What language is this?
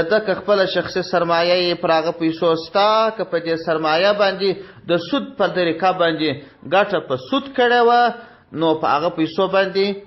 Pashto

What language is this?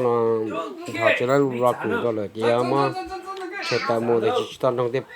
Hmong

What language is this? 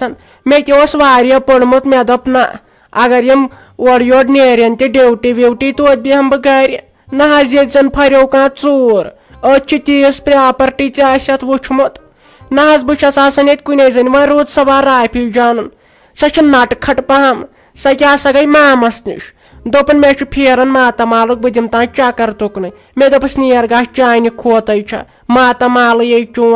Kashmiri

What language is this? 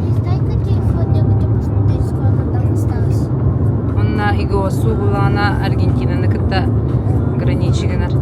Yakut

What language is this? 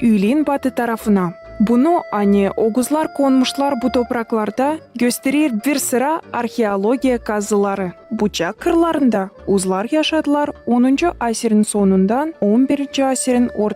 Gagauz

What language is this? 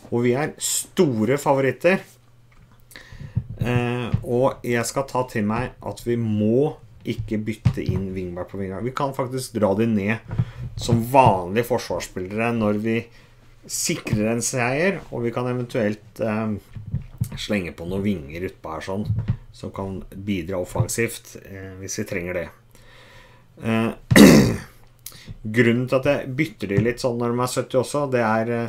Norwegian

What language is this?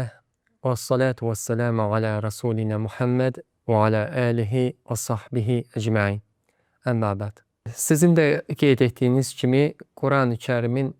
Azerbaijani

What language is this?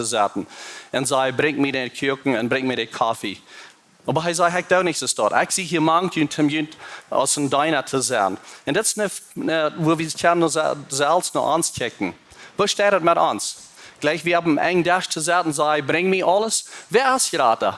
Plautdietsch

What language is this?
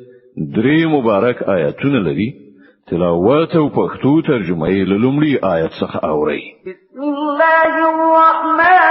Pashto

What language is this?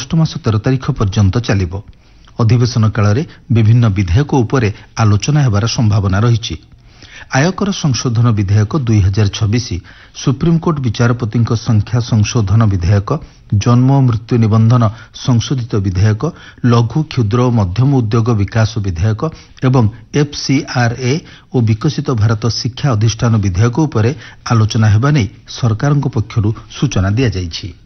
Odia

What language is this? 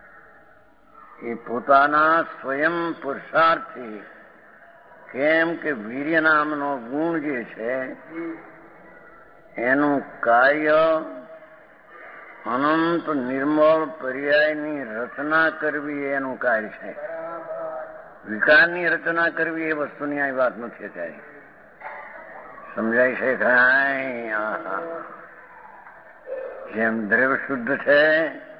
Gujarati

